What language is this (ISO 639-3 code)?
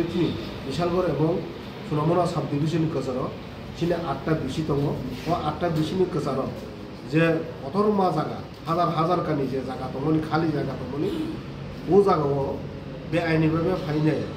trp